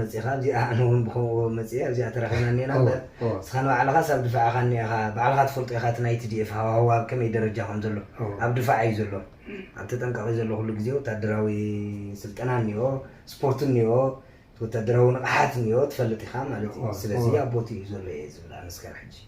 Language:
Tigrinya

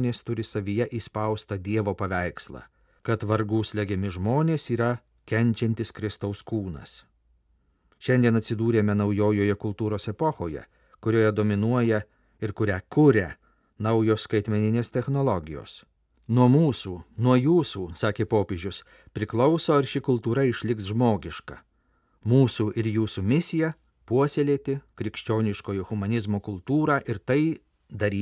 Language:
Lithuanian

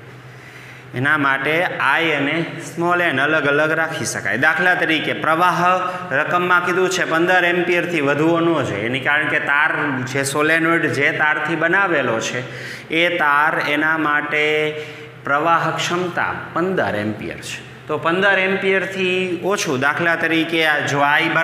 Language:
Gujarati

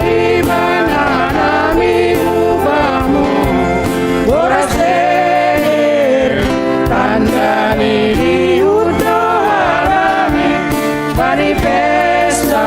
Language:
Batak Simalungun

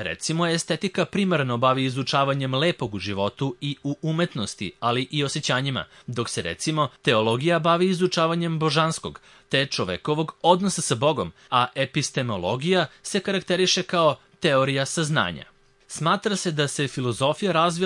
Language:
Serbian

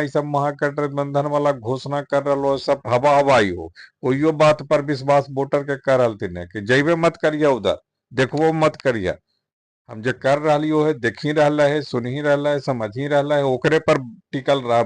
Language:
Magahi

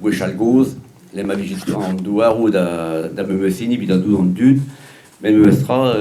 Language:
Breton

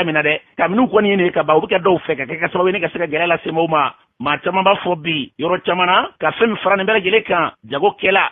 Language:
Bambara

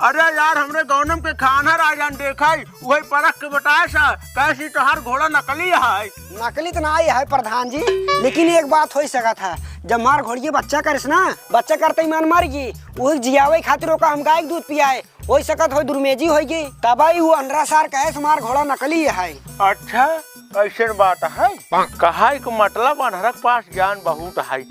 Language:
Awadhi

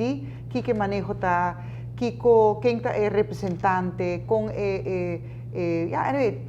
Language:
Papiamento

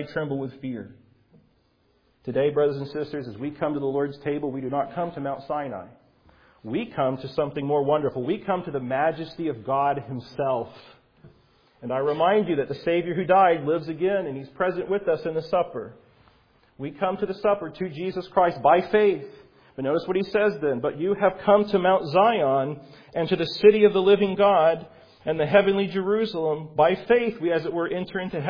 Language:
English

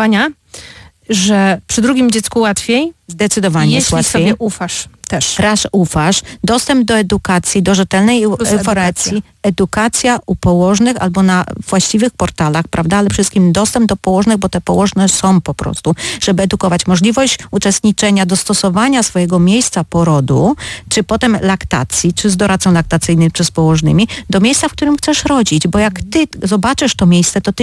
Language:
Polish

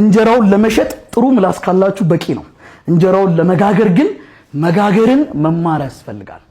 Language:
Amharic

